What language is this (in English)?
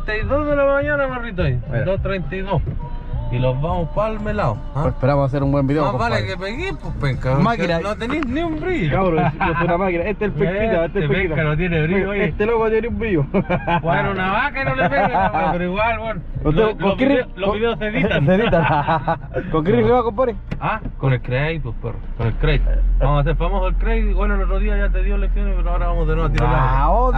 Spanish